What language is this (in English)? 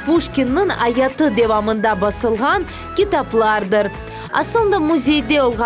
Crimean Tatar